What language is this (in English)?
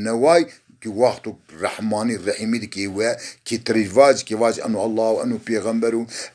Zaza